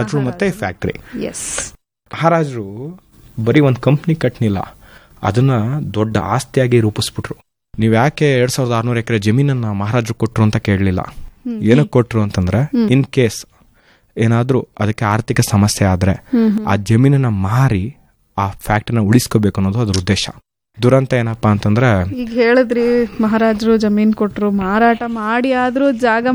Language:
Kannada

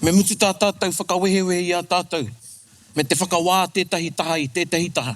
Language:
Māori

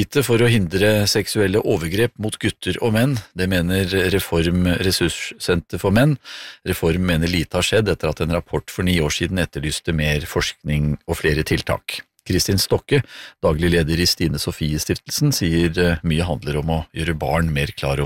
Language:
Norwegian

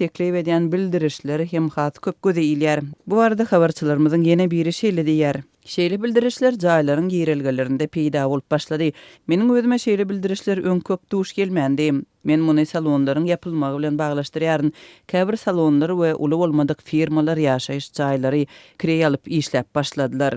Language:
Turkmen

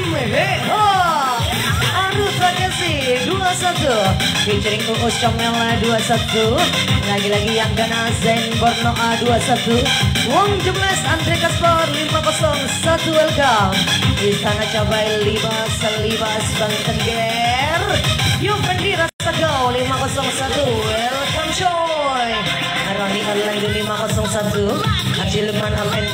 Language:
Indonesian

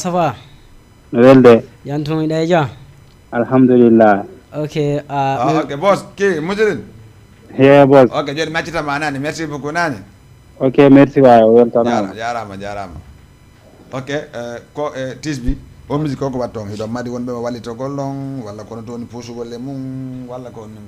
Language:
Fula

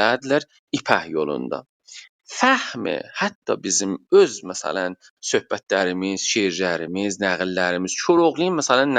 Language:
South Azerbaijani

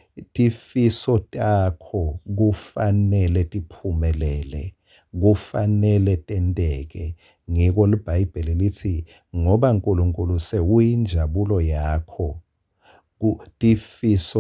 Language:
Swati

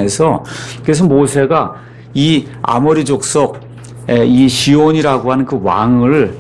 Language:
Korean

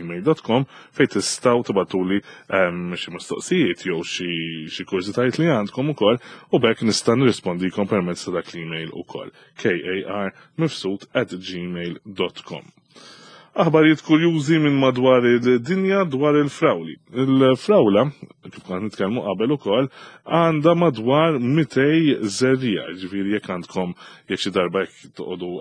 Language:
Maltese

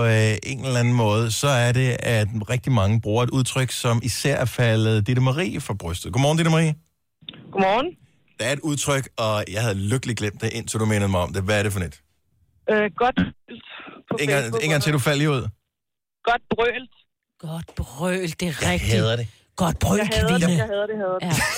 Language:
Danish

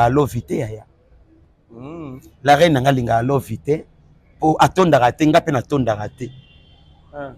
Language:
Lingala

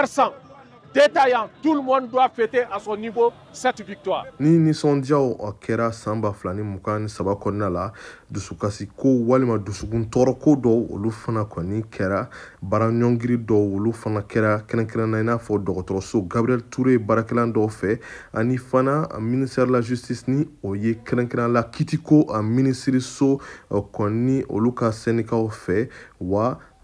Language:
Bambara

